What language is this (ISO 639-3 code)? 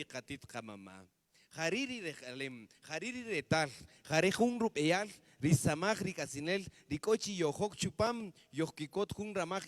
cak